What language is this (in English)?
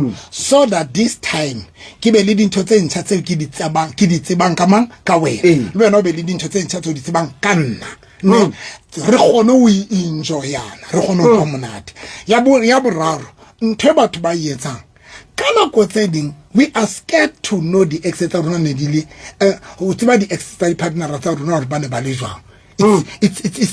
Southern Sotho